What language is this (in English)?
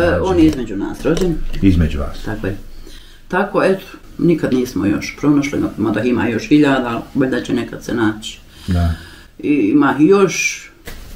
Bosnian